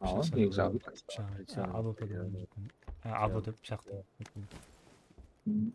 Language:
Kara-Kalpak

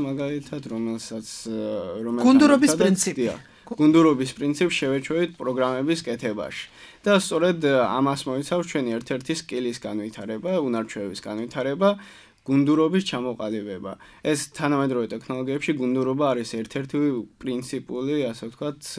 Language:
Georgian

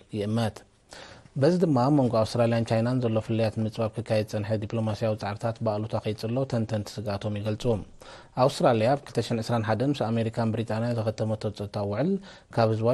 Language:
Tigrinya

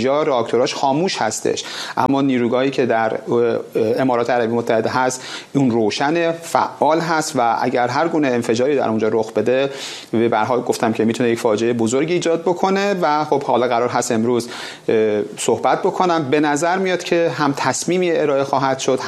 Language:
Persian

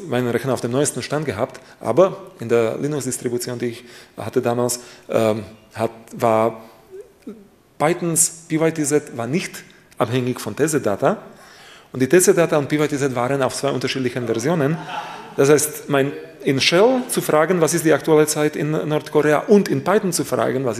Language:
German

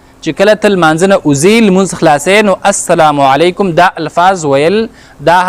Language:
Pashto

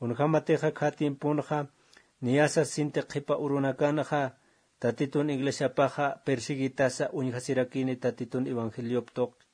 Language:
Aymara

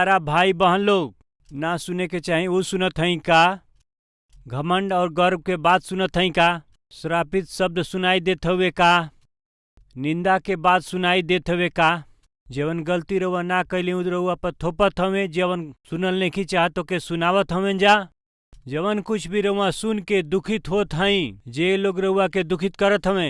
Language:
Bhojpuri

